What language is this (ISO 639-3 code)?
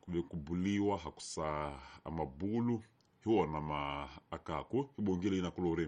tso